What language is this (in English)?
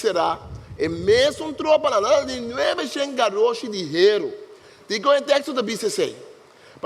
Papiamento